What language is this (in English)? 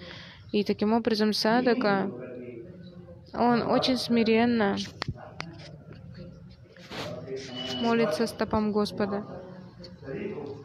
Russian